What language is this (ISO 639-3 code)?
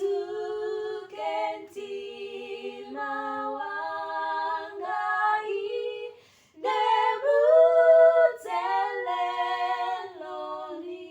nya